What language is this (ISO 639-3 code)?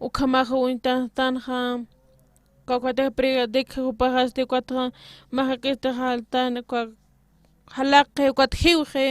aym